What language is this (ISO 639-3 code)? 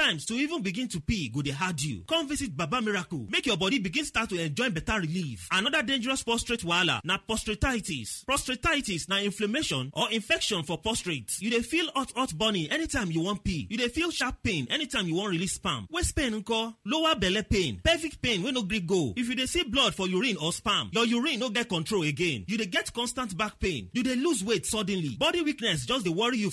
pcm